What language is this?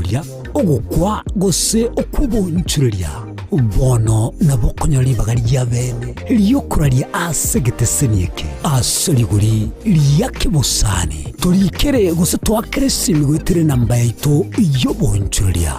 Gusii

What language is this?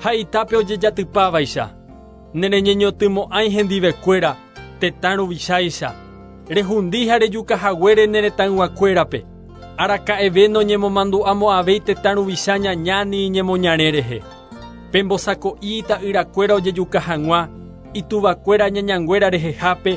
Guarani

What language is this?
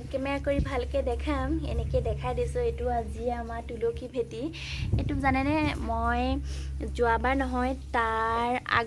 Assamese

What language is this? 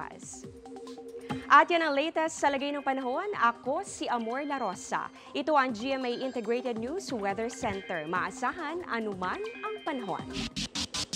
Filipino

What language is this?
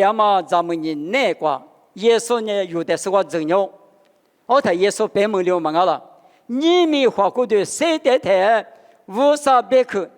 Lisu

